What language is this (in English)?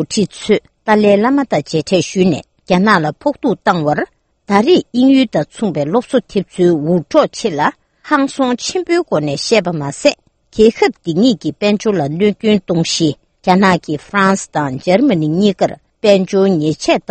Tibetan